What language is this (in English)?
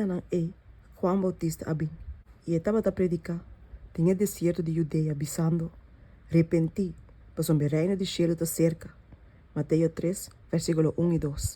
Papiamento